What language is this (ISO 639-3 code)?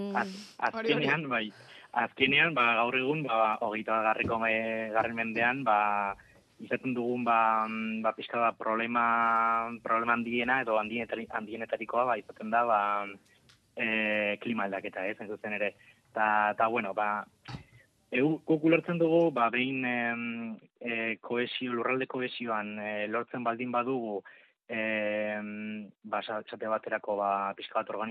eus